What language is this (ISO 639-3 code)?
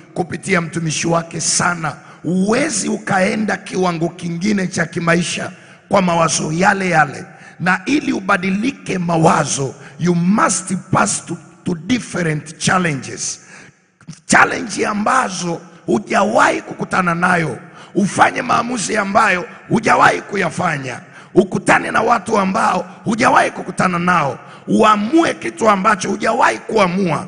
swa